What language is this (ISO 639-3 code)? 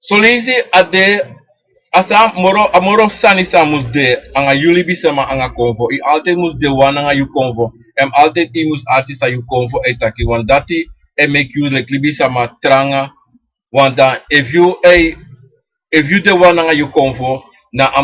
srn